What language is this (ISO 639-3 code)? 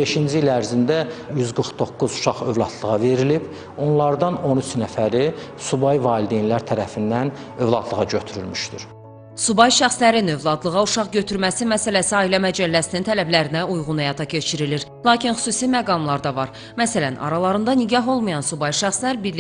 aze